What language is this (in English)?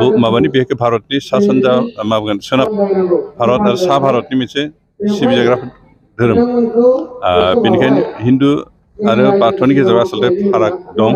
Bodo